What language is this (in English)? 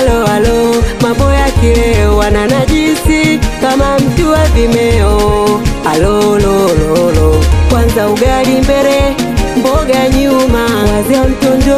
Swahili